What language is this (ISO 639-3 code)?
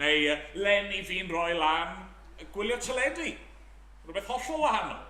cym